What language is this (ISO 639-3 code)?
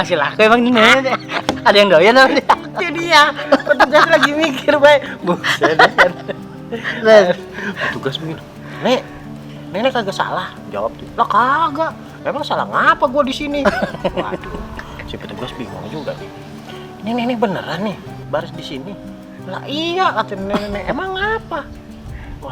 bew